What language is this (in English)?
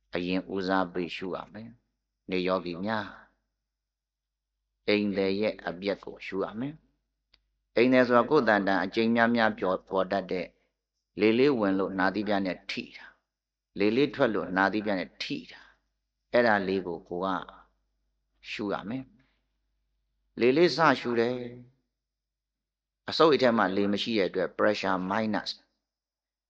Burmese